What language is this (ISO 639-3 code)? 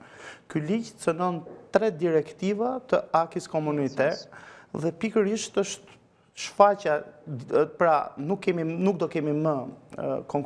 sqi